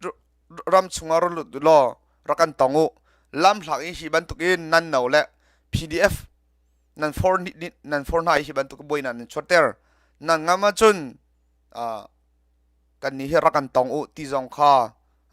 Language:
Hakha Chin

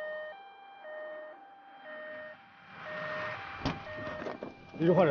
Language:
Chinese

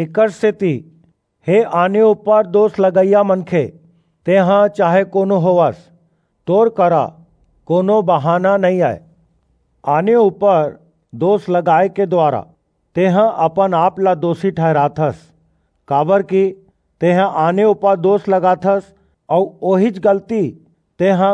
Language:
Chhattisgarhi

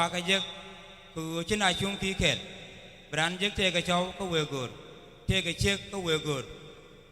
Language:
Nuer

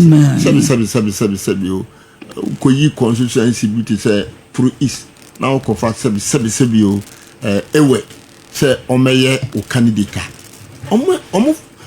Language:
Akan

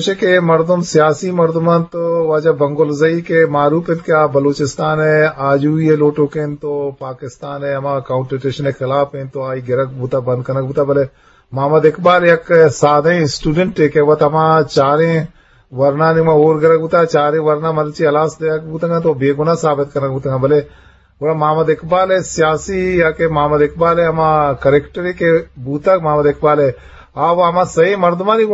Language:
Eastern Balochi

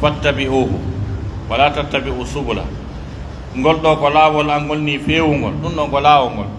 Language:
Pular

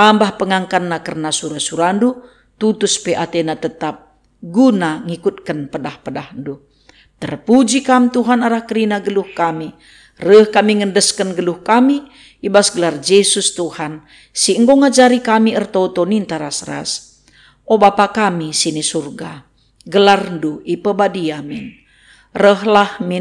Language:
Batak Karo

